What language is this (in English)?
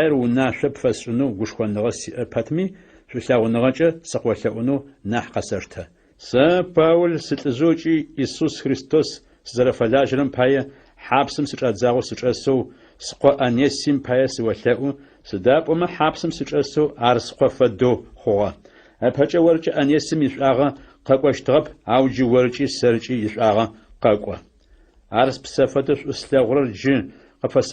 Adyghe